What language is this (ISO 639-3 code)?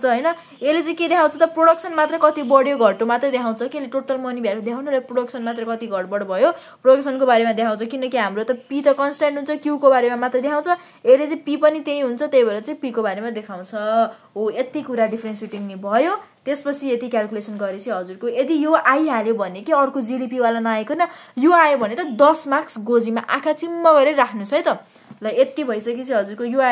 nep